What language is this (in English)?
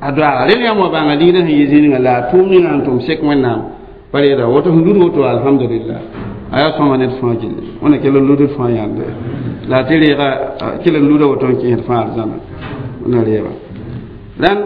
Mossi